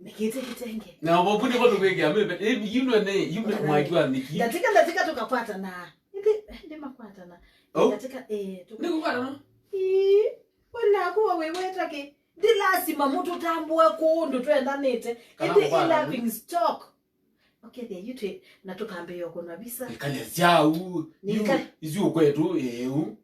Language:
Kamba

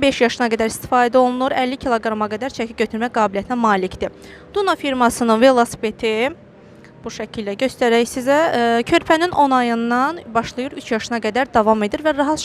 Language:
Azerbaijani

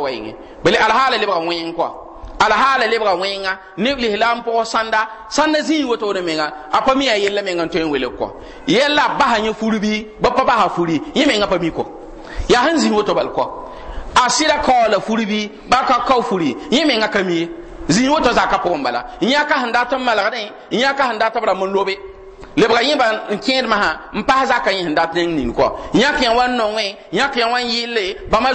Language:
Mossi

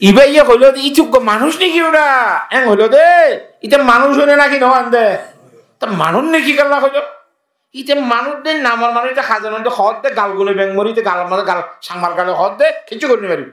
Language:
Rohingya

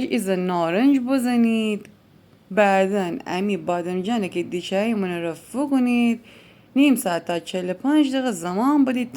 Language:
Gilaki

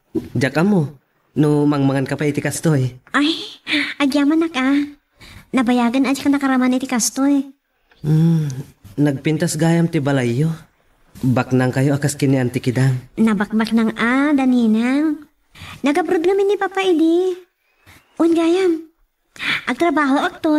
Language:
Iloko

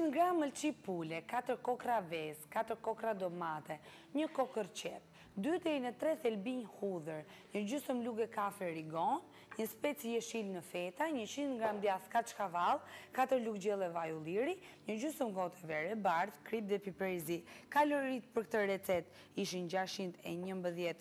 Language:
Albanian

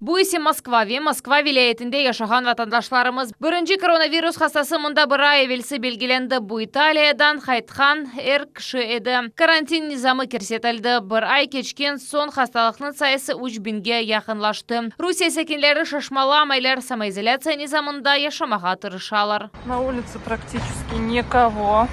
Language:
Crimean Tatar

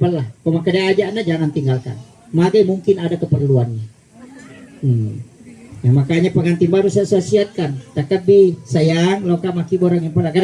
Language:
Buginese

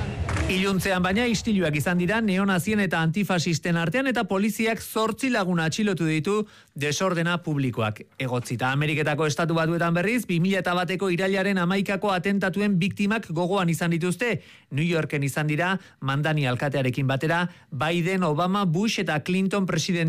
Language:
Basque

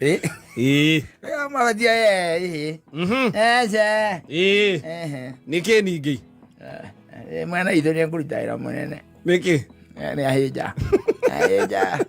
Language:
Kikuyu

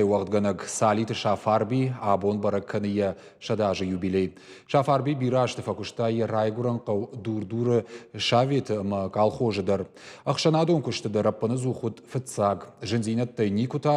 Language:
Ossetic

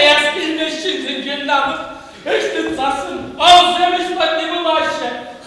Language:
Chuvash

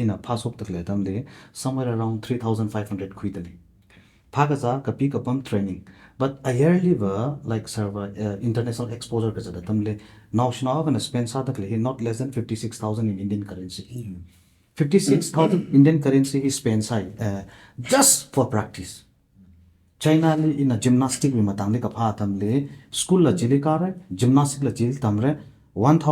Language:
Tangkhul Naga (India)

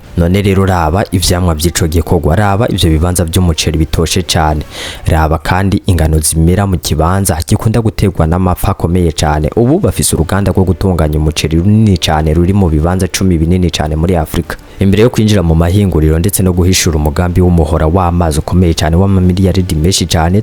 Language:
Rundi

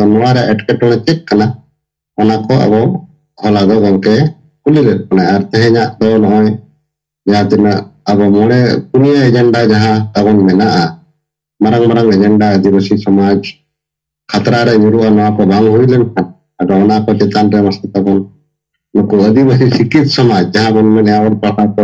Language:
Santali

